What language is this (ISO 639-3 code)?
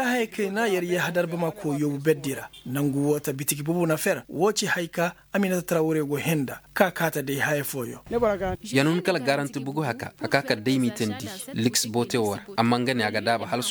ses